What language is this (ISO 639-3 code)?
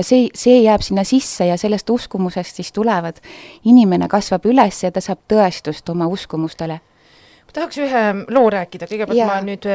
est